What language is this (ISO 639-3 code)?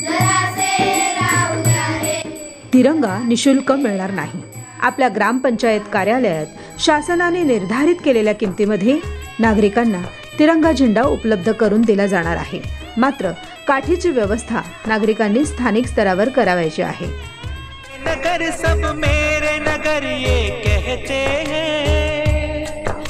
mar